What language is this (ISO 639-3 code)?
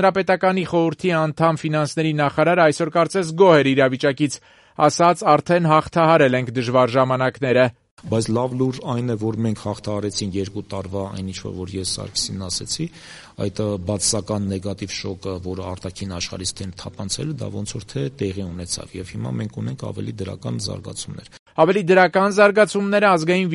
hye